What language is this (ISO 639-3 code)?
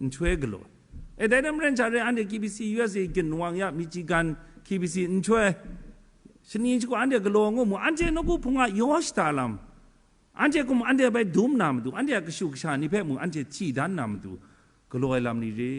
kac